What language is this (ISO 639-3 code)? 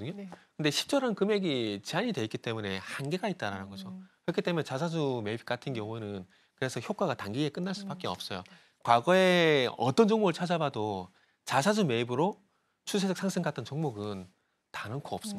kor